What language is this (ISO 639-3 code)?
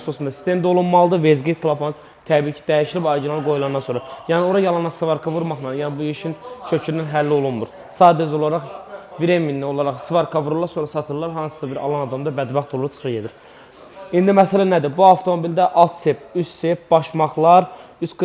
aze